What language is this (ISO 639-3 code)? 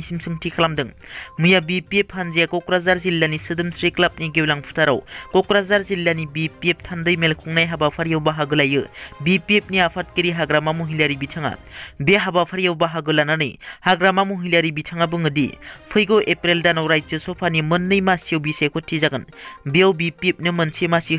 brx